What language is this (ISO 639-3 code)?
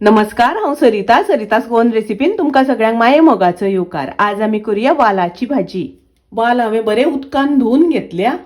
kok